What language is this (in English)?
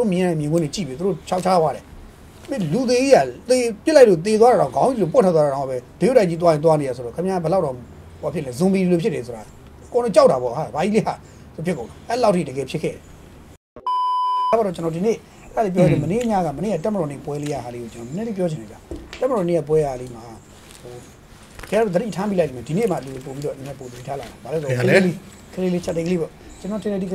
Burmese